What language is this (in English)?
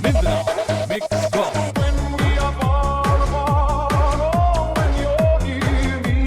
Hiligaynon